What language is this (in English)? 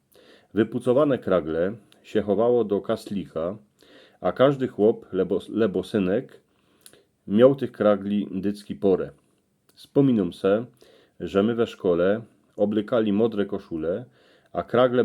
Silesian